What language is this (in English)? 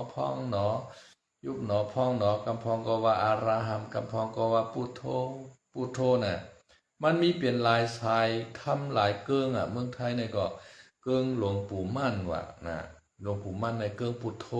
Shan